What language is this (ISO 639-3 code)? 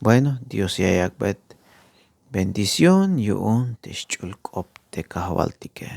tzh